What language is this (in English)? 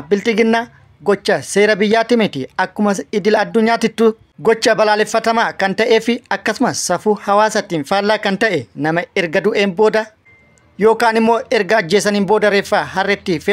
Oromo